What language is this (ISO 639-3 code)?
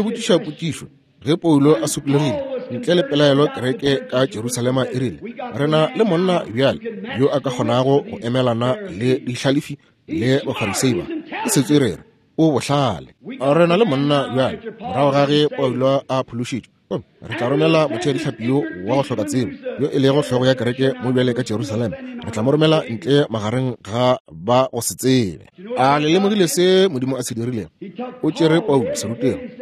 nso